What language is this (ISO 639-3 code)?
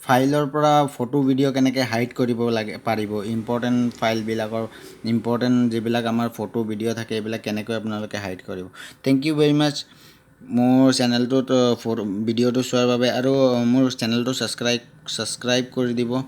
asm